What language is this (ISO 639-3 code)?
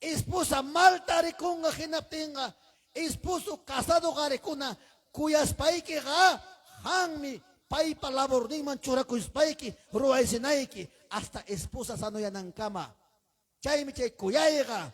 quy